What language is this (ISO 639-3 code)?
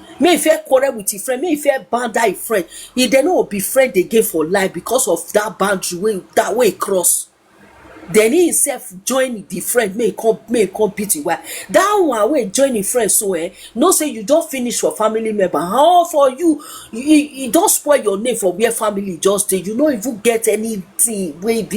pcm